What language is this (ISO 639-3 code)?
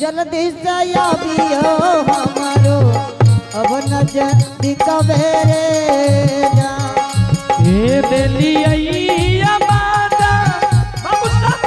anp